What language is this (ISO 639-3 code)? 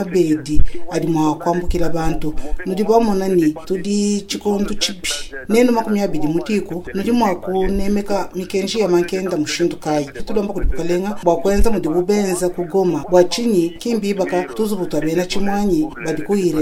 lua